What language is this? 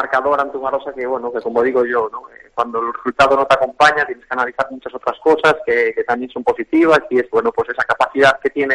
Spanish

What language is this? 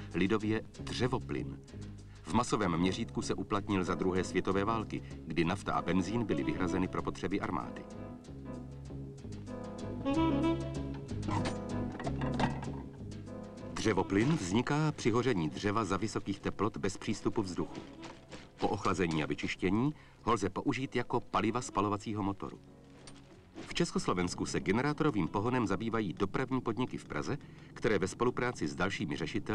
Czech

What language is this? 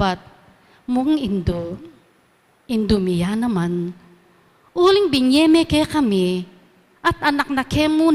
Pampanga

